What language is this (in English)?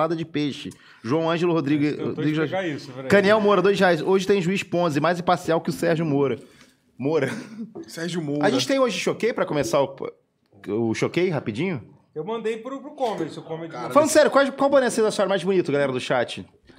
Portuguese